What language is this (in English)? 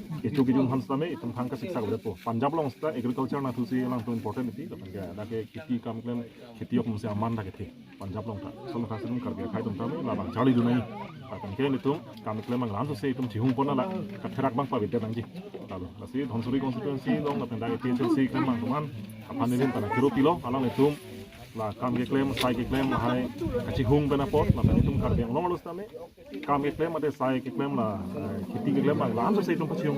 Karbi